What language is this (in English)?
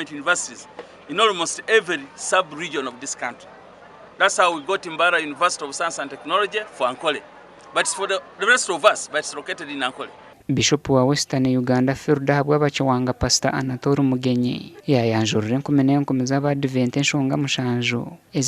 Nyankole